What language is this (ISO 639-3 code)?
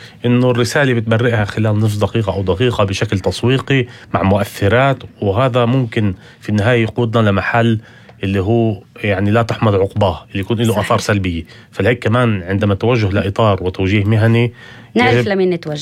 apc